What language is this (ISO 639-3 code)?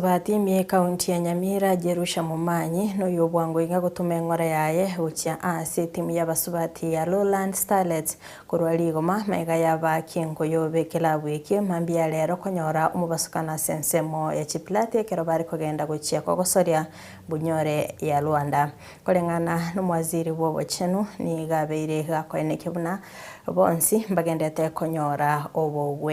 guz